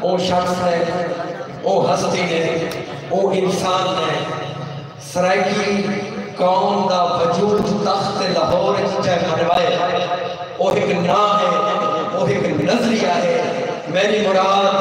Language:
Saraiki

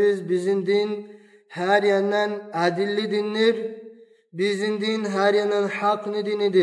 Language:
Kumyk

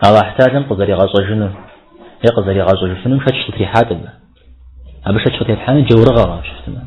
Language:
Kabardian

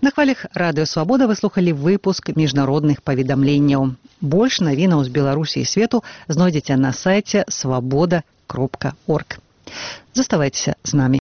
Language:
Belarusian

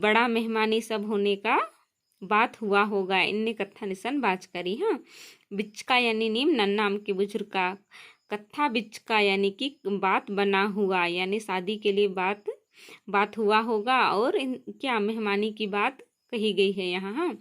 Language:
Kurukh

